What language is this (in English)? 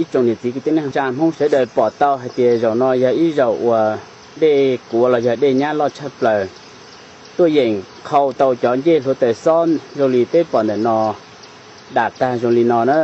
Hmong